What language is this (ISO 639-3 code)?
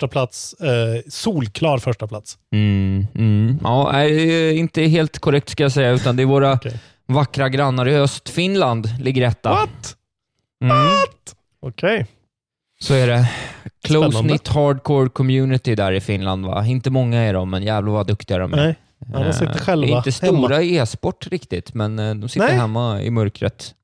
swe